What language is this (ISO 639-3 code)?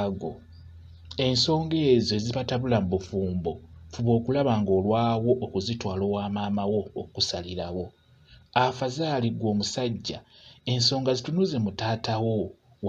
lug